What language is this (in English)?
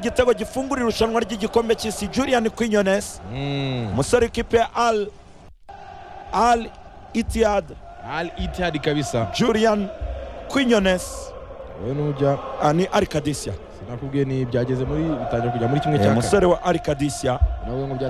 Kinyarwanda